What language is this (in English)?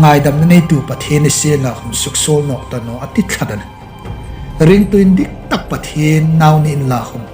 Hmar